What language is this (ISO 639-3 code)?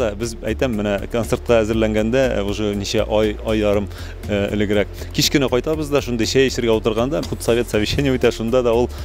tat